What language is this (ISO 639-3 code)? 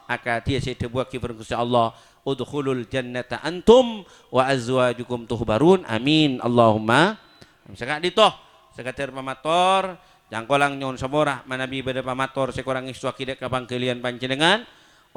mad